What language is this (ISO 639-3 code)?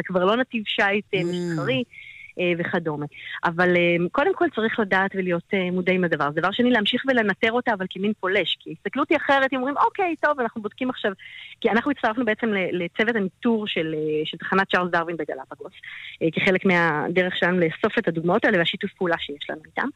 heb